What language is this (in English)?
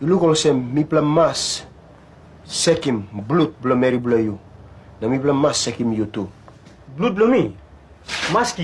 Tok Pisin